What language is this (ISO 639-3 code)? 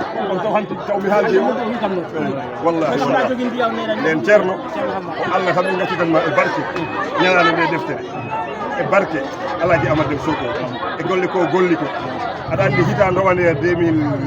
ful